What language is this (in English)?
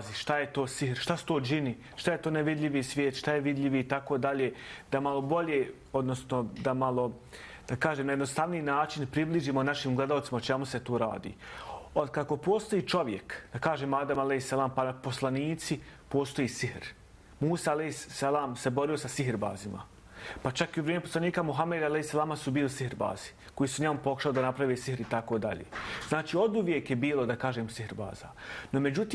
Bosnian